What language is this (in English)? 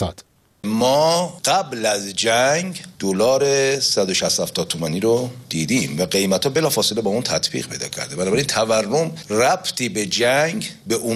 Persian